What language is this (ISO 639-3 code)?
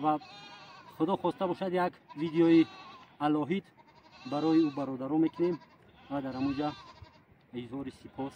tgk